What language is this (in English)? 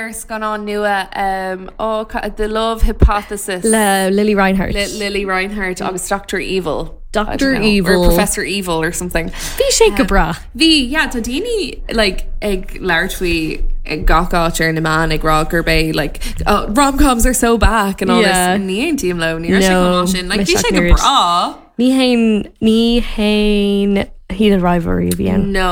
Irish